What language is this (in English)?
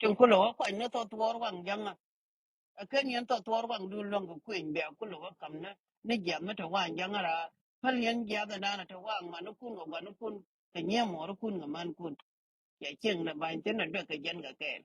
Nuer